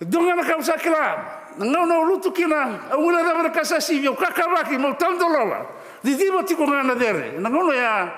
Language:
Fijian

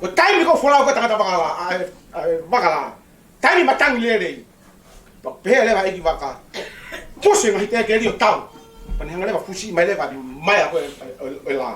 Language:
Tongan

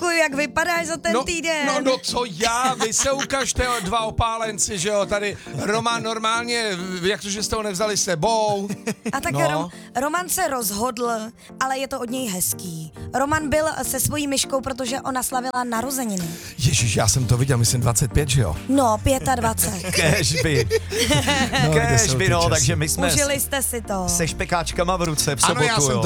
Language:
Czech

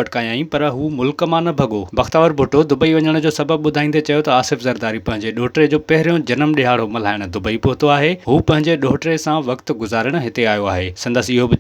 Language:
Sindhi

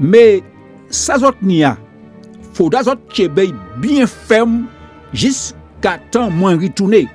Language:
Guadeloupean Creole French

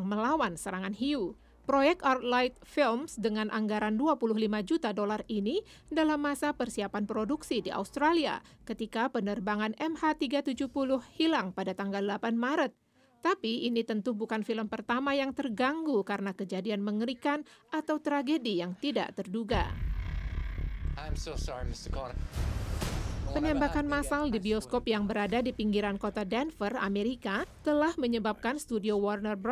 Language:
Indonesian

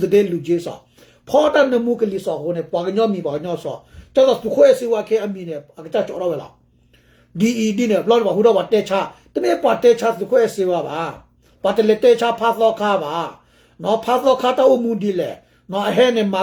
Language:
S'gaw Karen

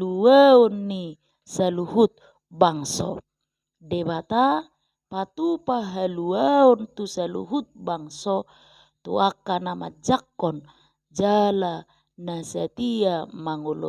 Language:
Batak Toba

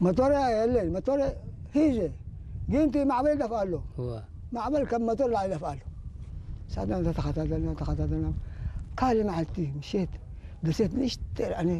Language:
Tigrinya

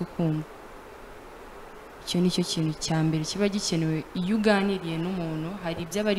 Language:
Kinyarwanda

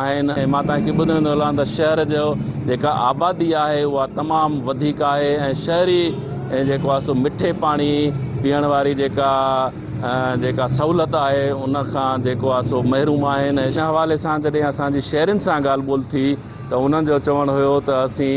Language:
Sindhi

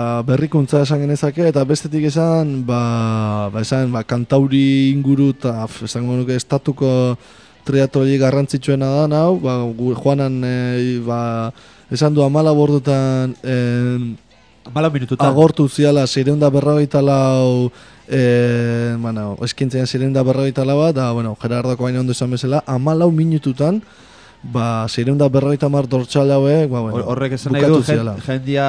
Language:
Basque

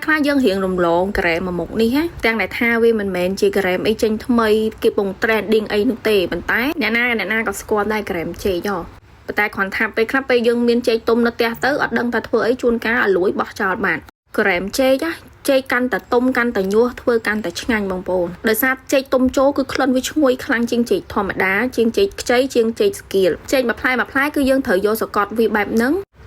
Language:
Khmer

